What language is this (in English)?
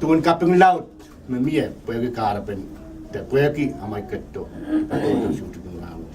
Pohnpeian